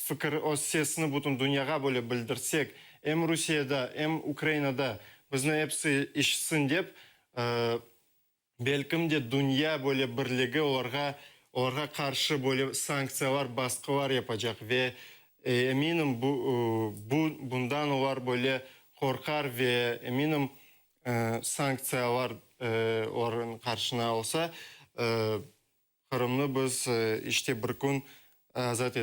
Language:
Crimean Tatar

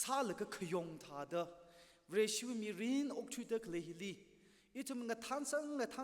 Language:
Tangkhul Naga (India)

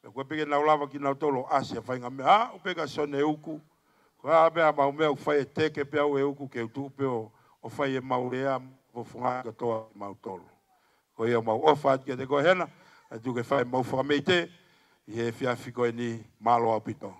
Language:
Tongan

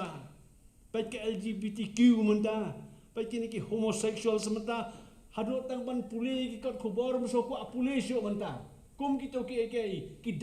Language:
Khasi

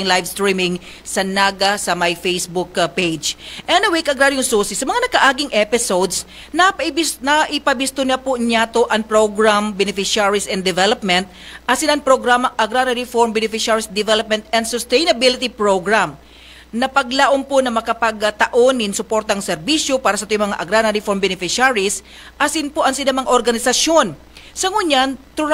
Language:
Bikol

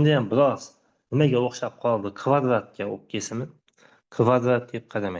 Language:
Uzbek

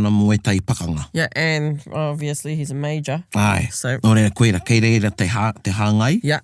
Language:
Māori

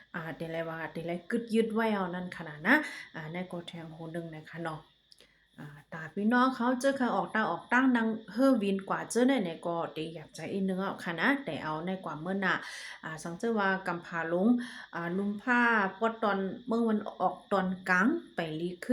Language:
Shan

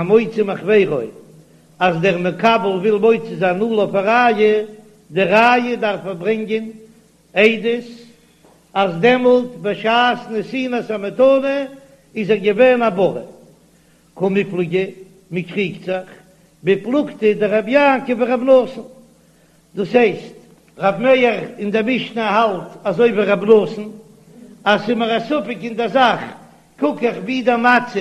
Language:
Yiddish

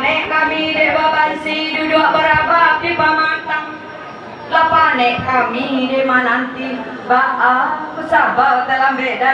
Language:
Minangkabau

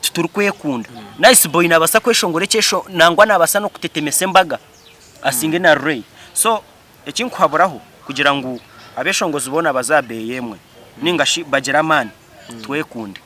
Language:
Nyankole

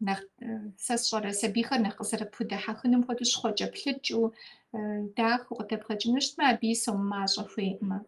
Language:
Kabardian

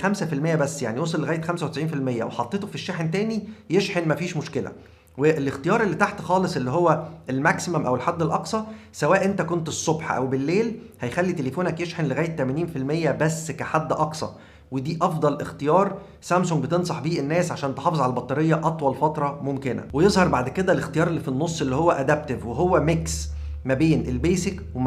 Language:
Egyptian Arabic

